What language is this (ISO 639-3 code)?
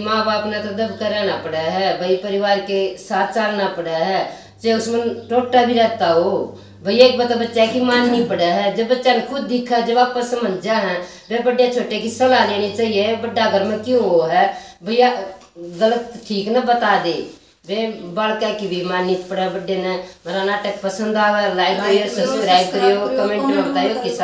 bgc